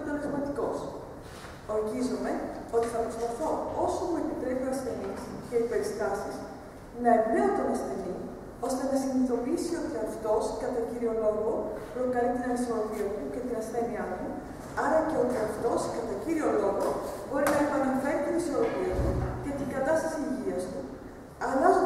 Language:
Greek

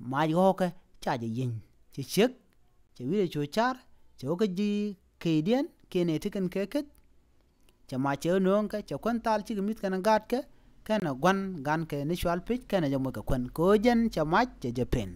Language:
Nuer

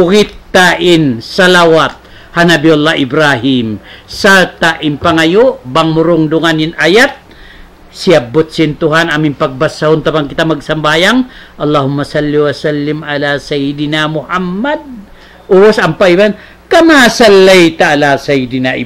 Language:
Tausug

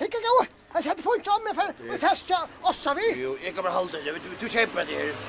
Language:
Faroese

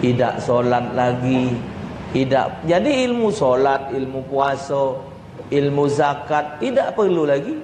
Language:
Musi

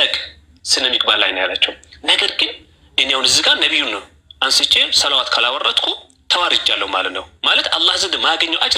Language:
Amharic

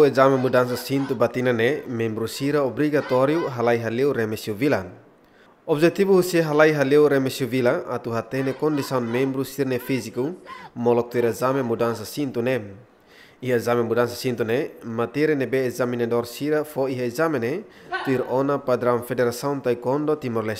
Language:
Tetum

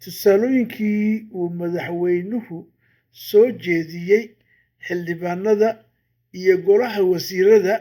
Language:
Somali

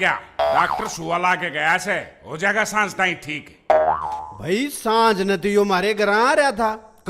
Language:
Haryanvi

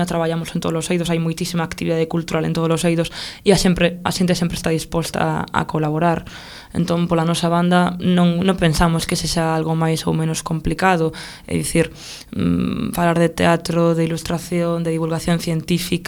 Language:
Galician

